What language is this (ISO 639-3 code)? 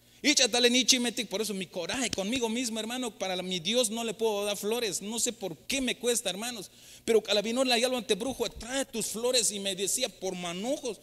tzh